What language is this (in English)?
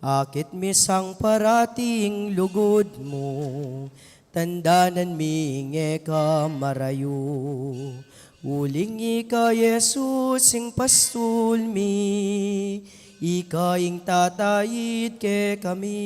Pampanga